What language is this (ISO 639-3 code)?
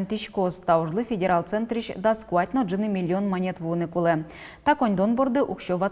udm